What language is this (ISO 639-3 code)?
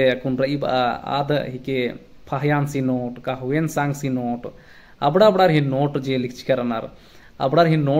kru